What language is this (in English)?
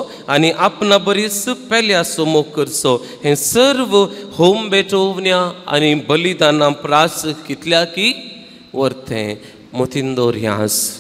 Konkani